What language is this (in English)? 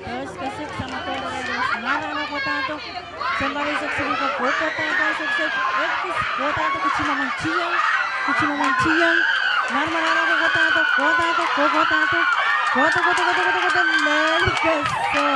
Pohnpeian